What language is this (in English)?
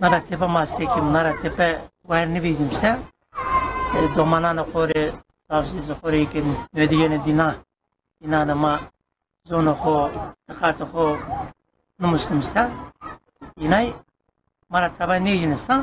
Zaza